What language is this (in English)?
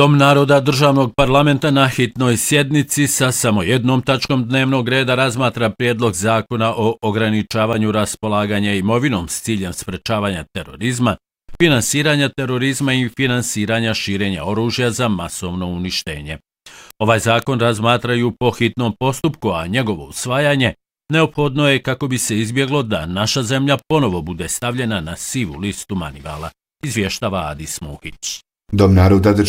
Bosnian